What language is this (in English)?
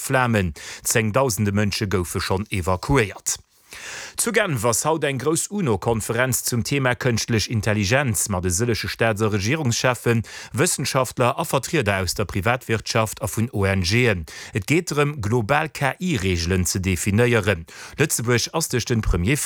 Luxembourgish